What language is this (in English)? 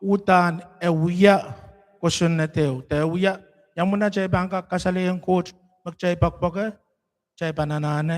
Pohnpeian